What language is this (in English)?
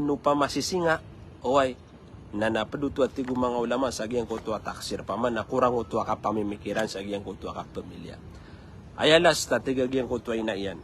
Maranao